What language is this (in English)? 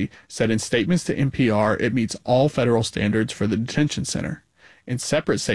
English